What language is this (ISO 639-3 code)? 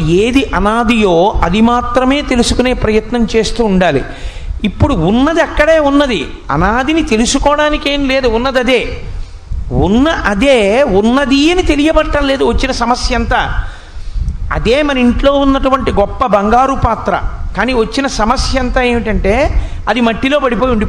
tel